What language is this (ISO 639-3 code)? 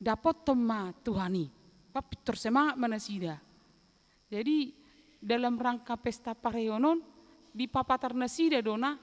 bbc